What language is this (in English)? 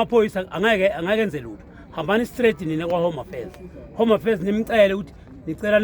Zulu